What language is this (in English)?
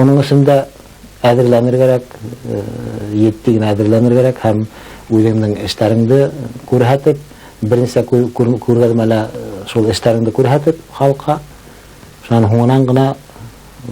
Bashkir